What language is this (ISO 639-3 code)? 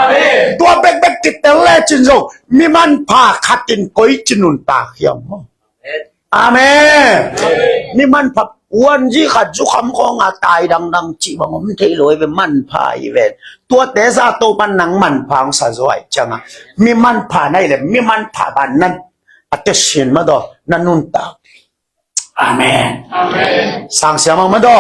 ctd